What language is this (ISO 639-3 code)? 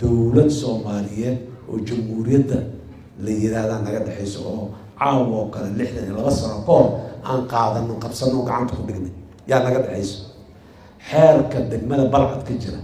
som